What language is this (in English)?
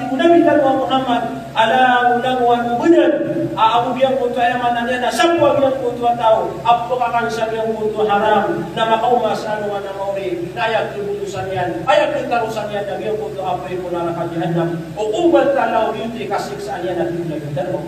Maranao